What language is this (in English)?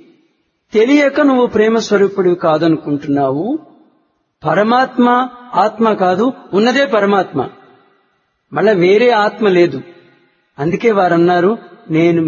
Telugu